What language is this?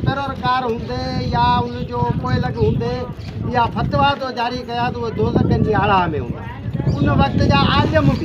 Sindhi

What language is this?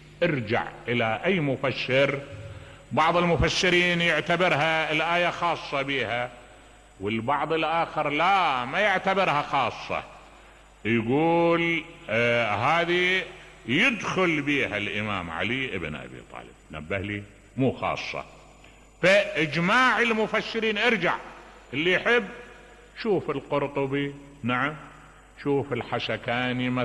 Mesopotamian Arabic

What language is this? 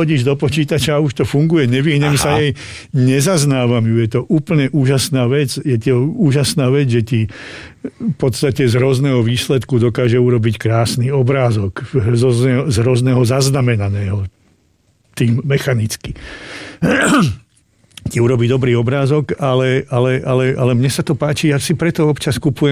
Slovak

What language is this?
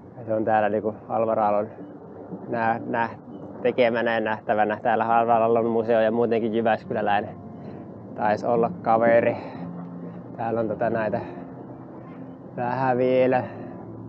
Finnish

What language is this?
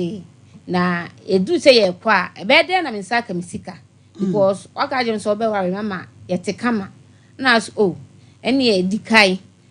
Akan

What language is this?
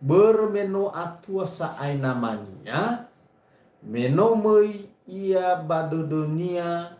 Nias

